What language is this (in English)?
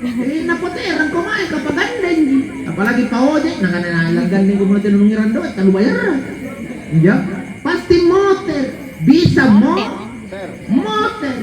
Makasar